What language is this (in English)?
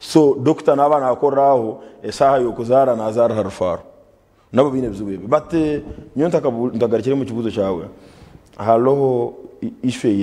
Nyankole